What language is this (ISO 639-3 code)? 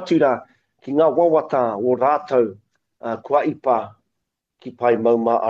mri